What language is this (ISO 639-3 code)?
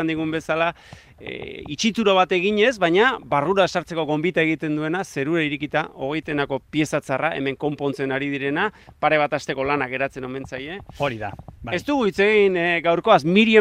eus